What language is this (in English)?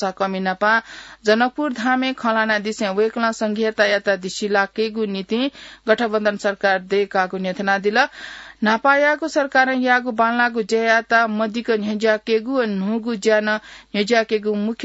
Newari